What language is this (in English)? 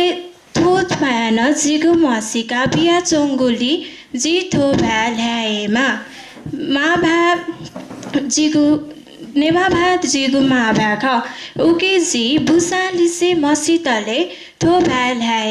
Newari